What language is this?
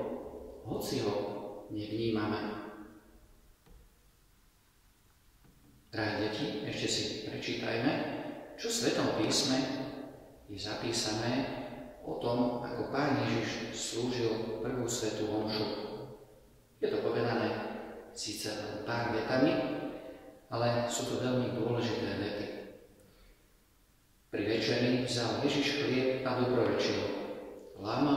Slovak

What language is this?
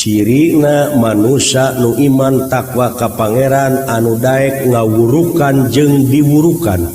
Sundanese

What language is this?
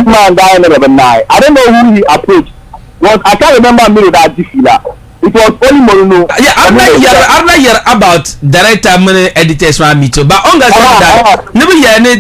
Dagbani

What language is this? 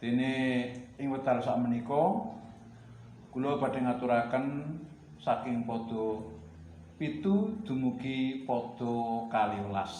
Javanese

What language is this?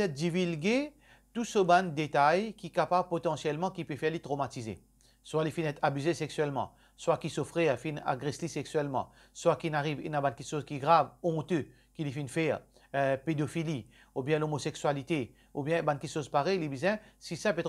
Morisyen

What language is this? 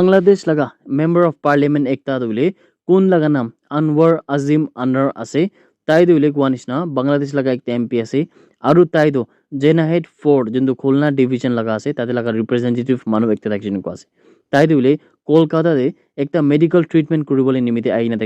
Naga Pidgin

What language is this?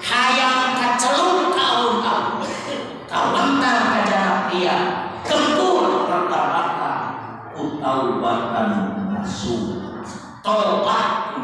Sundanese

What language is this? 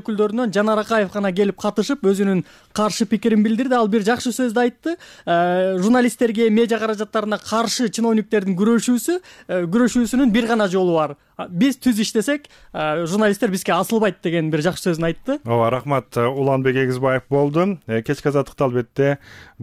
Kyrgyz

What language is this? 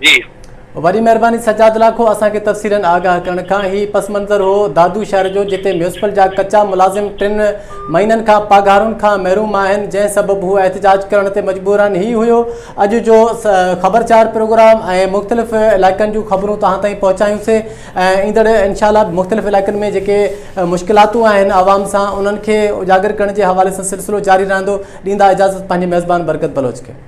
Sindhi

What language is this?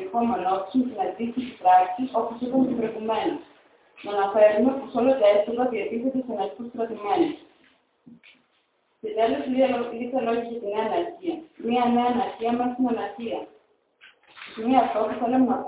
Greek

